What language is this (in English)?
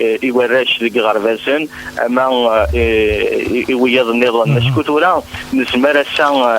Kabyle